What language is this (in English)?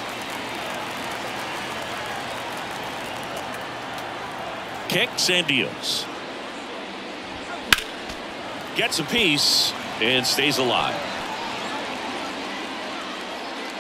English